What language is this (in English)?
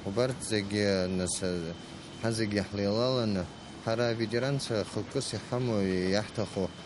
Abkhazian